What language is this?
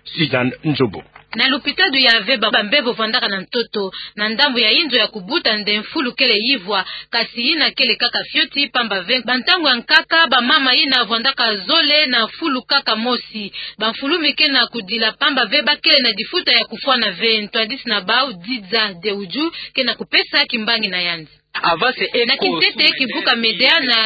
Kituba (Democratic Republic of Congo)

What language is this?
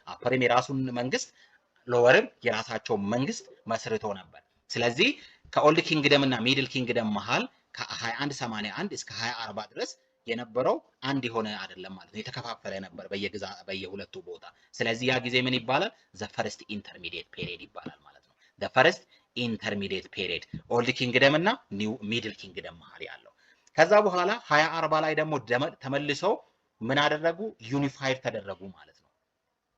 Amharic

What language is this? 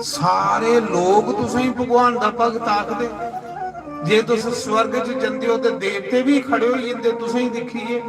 Dogri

